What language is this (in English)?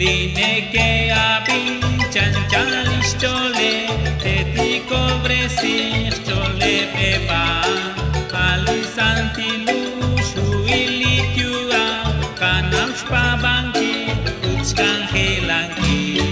Kekchí